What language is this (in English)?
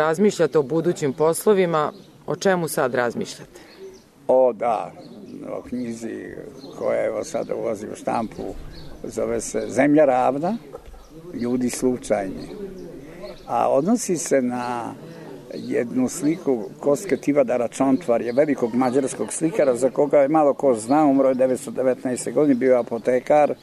Serbian